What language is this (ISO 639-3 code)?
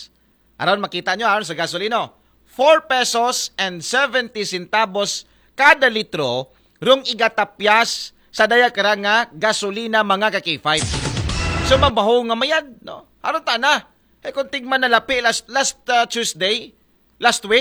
akl